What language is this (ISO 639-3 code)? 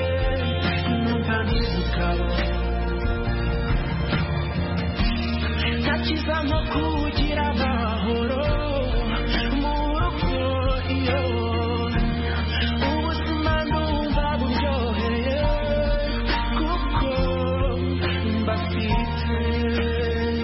kin